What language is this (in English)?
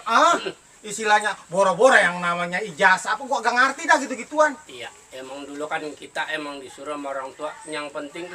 Betawi